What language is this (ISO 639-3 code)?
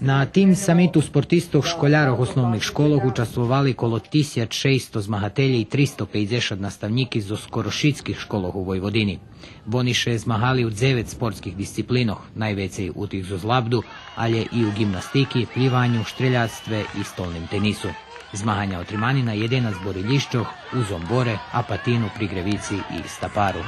rue